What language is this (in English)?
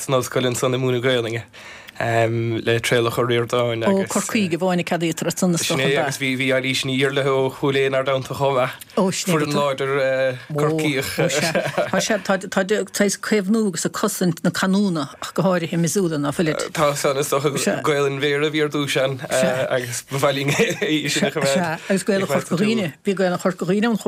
Irish